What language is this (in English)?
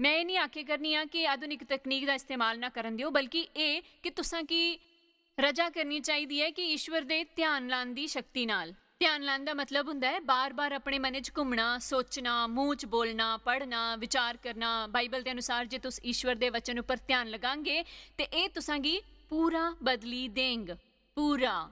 Dogri